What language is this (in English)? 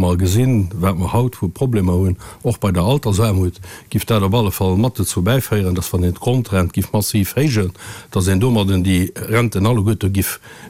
Luxembourgish